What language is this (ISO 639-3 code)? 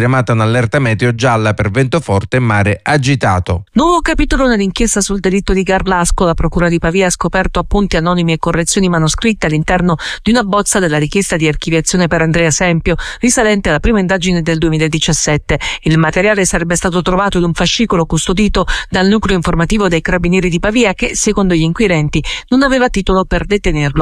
ita